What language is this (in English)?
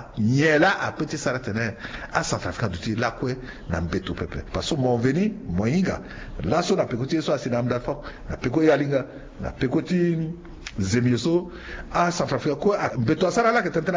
Sango